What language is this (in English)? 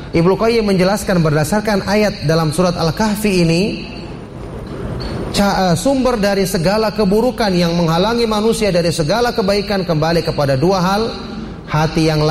Indonesian